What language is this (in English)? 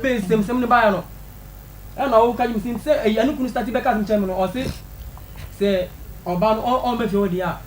Akan